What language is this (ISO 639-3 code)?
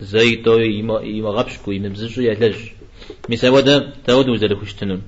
kbd